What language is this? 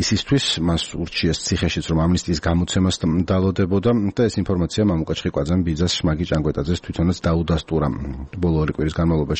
Georgian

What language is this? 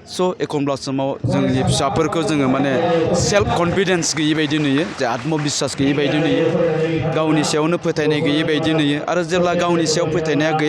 Bodo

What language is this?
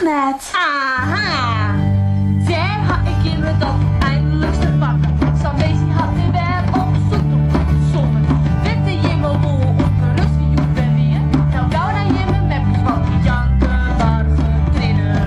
Western Frisian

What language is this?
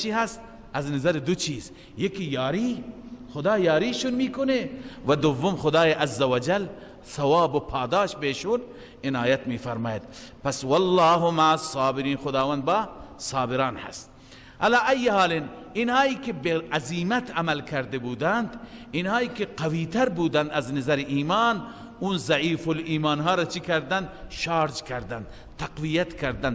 Persian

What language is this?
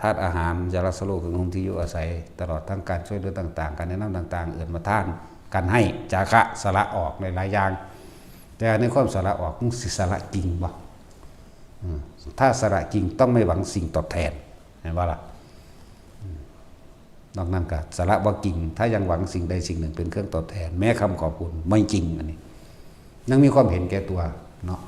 Northeastern Thai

